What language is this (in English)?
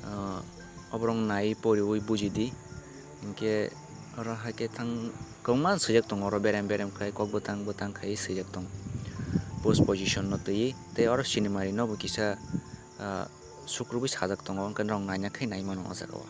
Kok Borok